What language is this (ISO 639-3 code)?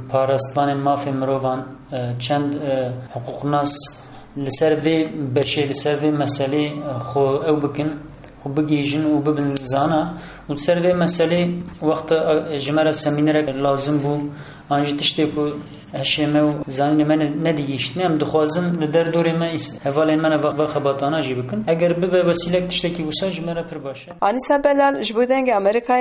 kur